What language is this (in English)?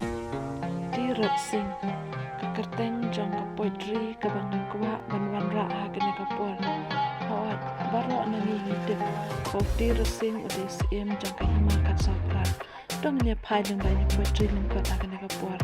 Khasi